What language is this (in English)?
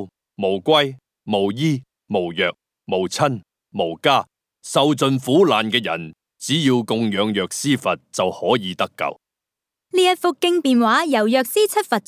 Cantonese